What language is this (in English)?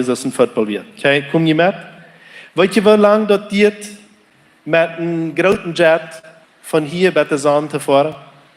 Plautdietsch